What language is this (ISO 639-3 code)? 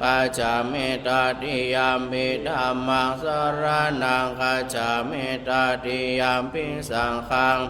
pli